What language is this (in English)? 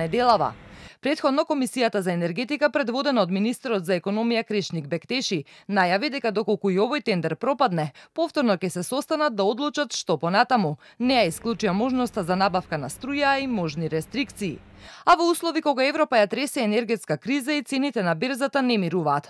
Macedonian